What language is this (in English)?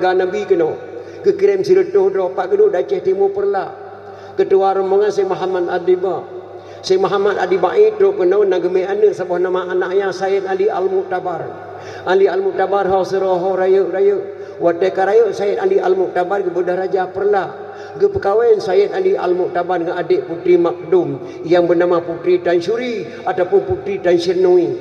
Achinese